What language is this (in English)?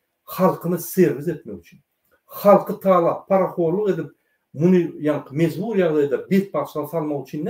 Turkmen